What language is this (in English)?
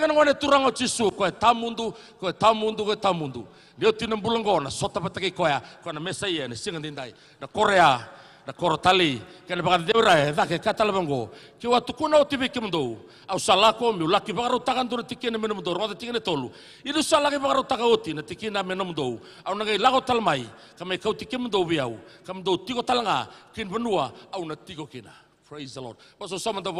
Fijian